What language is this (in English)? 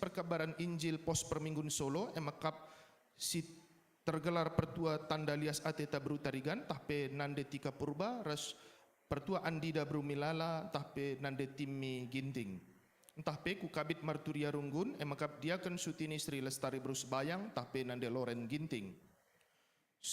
Batak Karo